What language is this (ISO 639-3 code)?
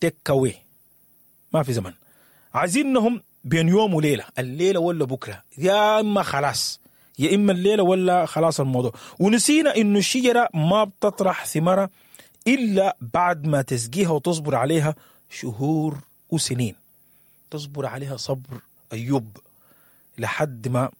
apd